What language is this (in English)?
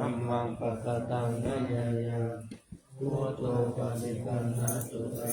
Pali